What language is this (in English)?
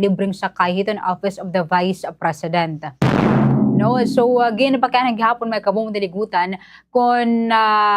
Waray